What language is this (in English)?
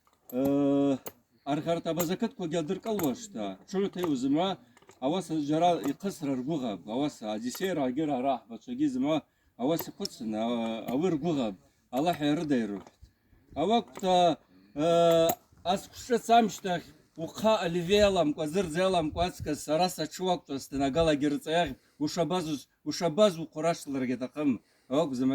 Abaza